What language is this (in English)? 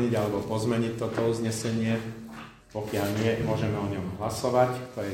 Slovak